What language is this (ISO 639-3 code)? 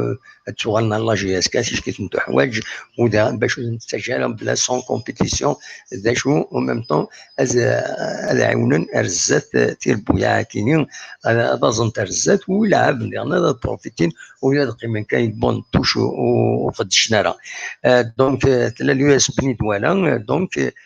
kab